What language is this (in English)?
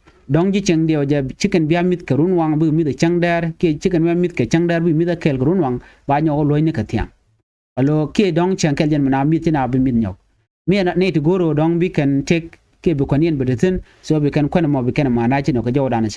Nuer